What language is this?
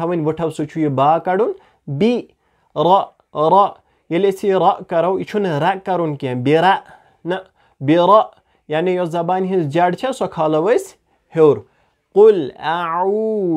Kashmiri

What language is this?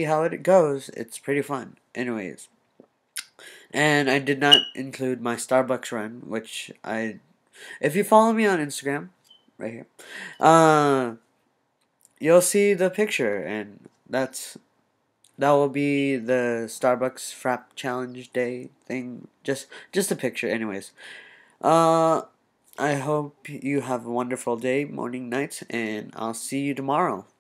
English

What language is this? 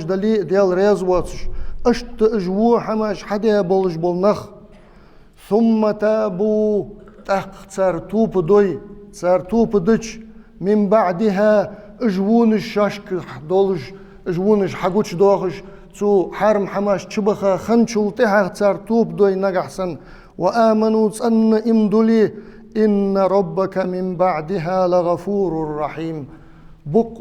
Ingush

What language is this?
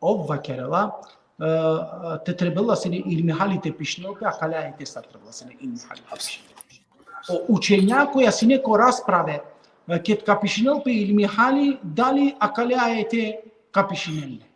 Balkan Romani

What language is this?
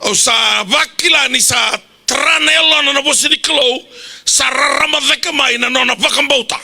Fijian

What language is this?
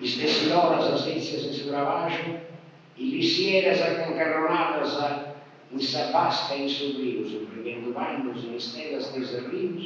Sardinian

